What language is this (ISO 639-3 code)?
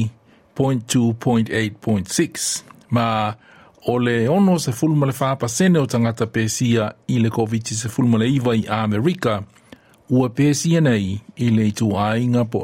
smo